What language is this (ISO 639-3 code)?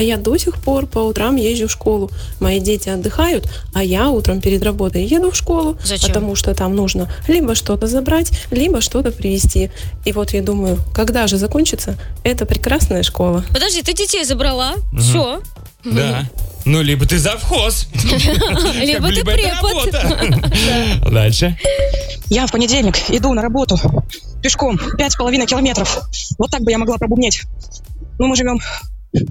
rus